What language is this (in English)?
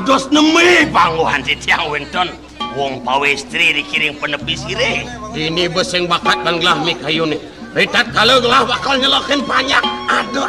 Balinese